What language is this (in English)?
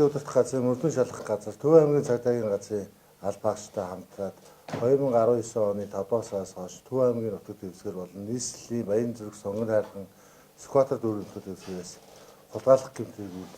Mongolian